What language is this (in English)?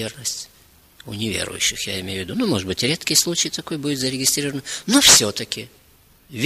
Russian